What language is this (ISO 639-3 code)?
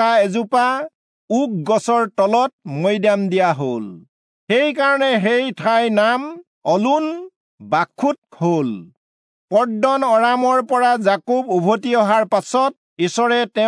asm